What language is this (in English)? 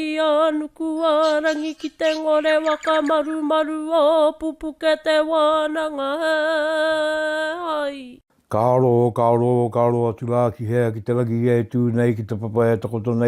Māori